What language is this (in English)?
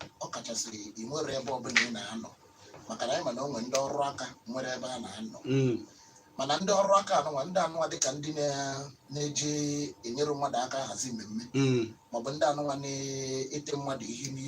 Igbo